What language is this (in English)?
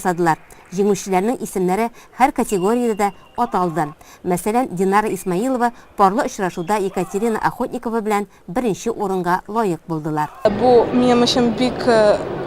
Tatar